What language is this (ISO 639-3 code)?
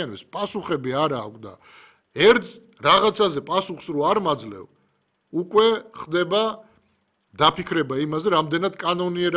kat